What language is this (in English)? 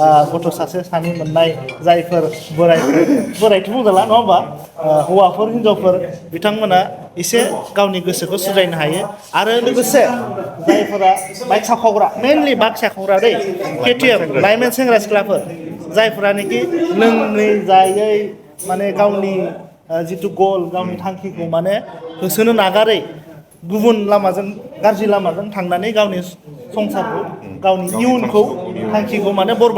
Bodo